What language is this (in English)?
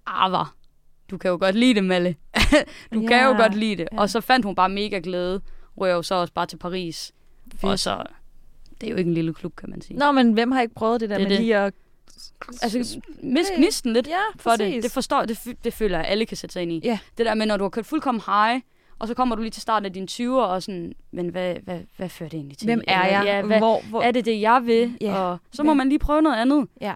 Danish